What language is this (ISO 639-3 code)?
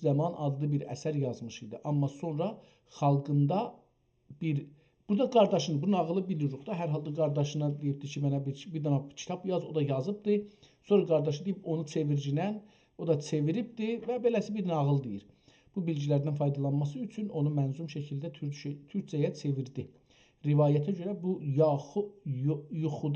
azb